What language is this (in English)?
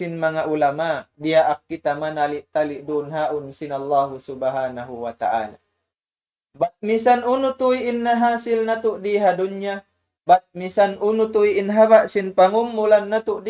Tausug